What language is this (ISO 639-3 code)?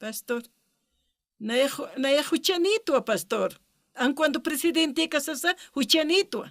aym